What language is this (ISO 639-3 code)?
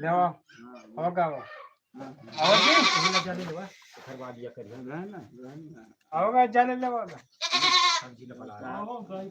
hne